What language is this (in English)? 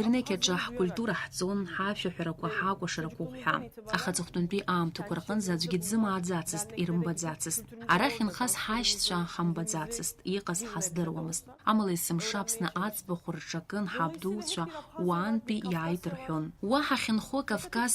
Abkhazian